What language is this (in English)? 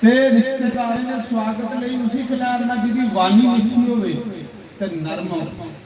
Dogri